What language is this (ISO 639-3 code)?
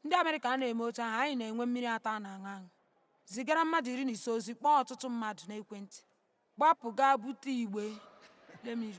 ibo